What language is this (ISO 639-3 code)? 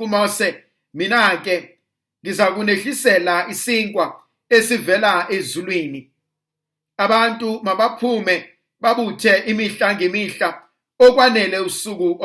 zul